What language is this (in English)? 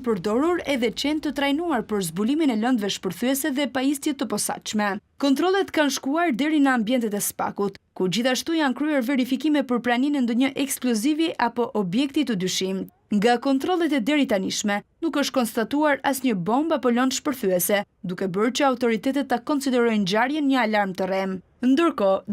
Albanian